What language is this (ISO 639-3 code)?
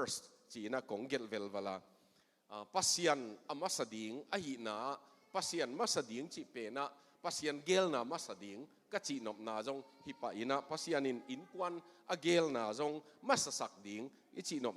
ctd